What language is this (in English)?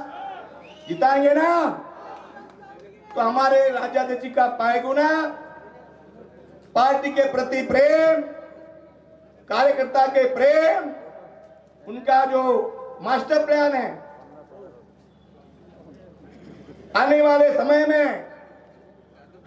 Kannada